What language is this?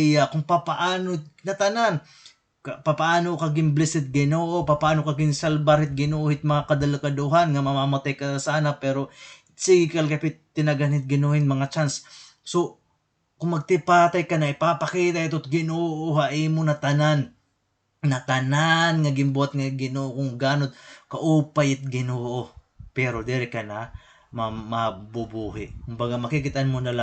Waray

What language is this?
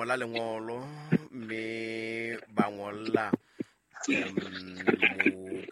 Southern Sotho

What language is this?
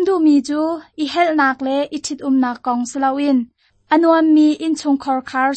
Hakha Chin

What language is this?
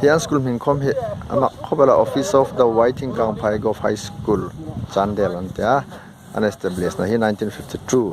Hmar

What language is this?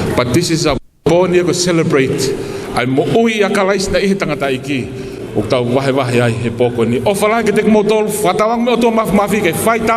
Tongan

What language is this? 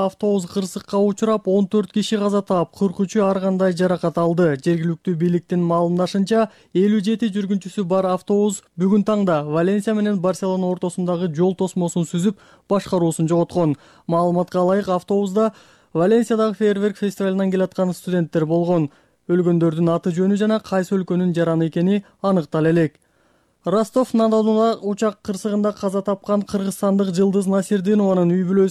Kyrgyz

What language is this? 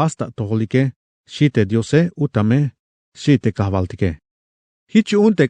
Tzeltal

